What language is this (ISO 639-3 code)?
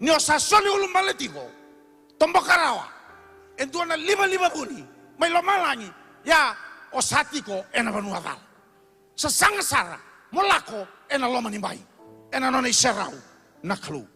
fij